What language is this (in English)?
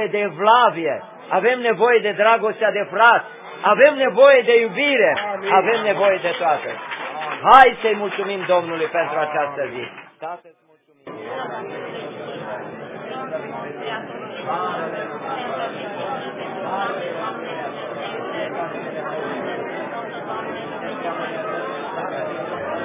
Romanian